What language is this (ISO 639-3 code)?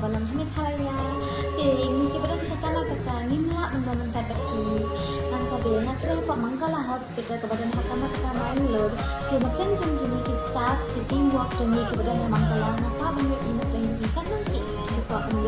kha